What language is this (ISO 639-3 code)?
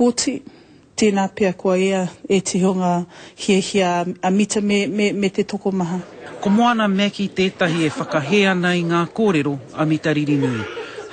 mri